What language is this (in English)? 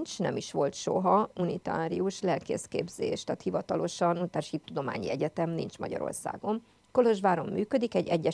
Hungarian